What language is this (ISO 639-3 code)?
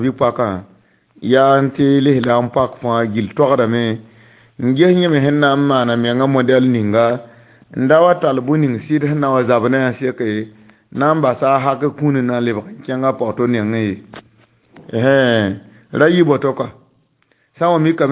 mos